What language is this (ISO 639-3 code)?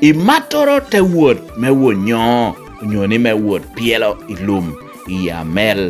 laj